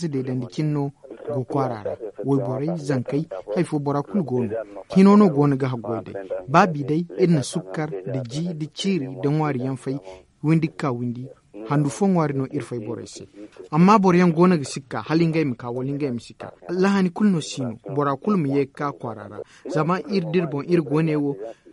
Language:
Zarma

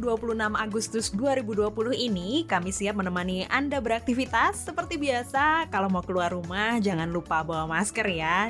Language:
Indonesian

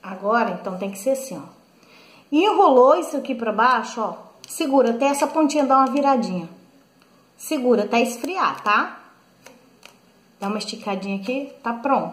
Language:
Portuguese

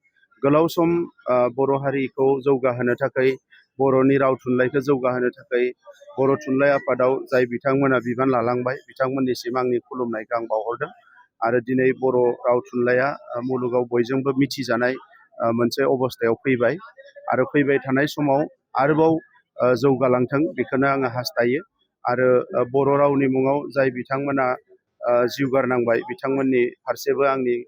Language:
Bodo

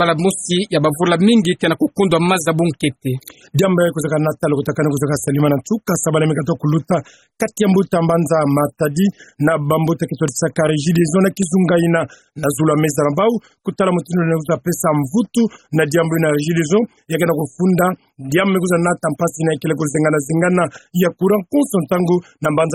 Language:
Kituba (Democratic Republic of Congo)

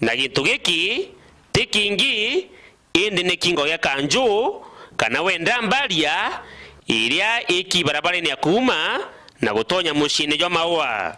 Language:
Meru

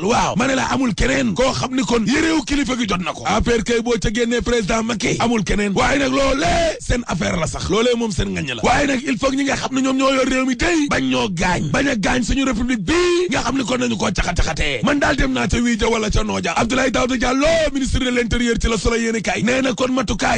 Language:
Wolof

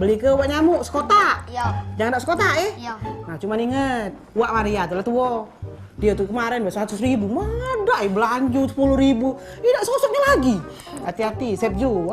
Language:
Musi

